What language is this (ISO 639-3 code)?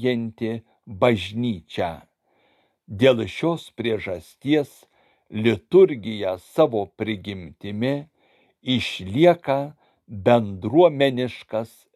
lit